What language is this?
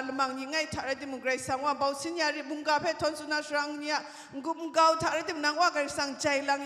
Kachin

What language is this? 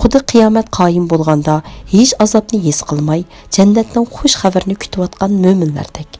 Uyghur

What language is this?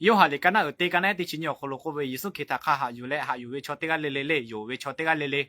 Lahu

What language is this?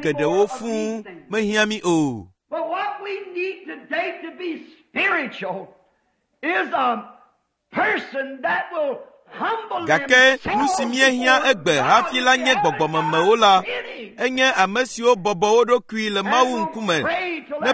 Ewe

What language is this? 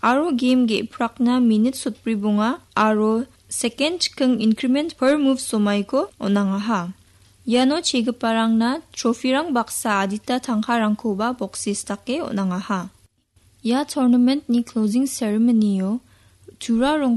Garo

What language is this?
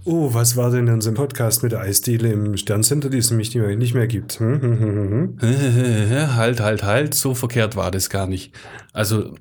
German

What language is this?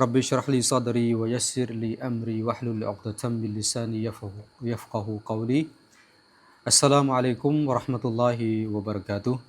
Khmer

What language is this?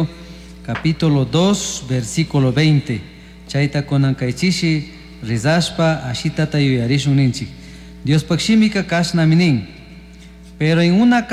Chimborazo Highland Quichua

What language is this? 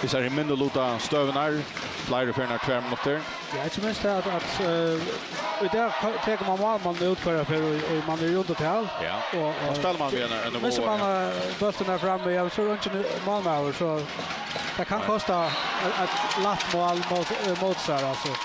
Faroese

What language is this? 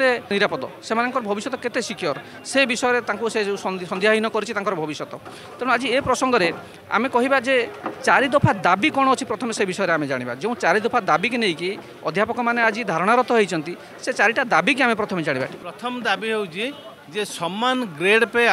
Odia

